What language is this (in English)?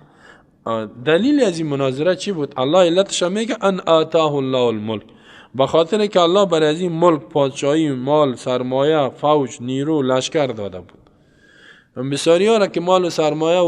Persian